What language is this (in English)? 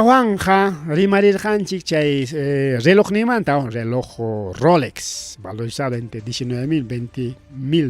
Ayacucho Quechua